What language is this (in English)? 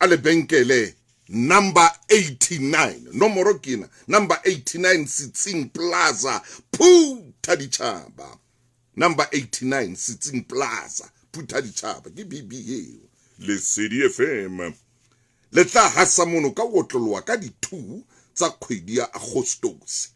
Southern Sotho